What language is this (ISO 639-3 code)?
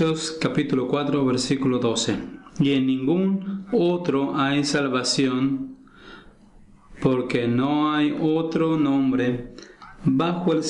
spa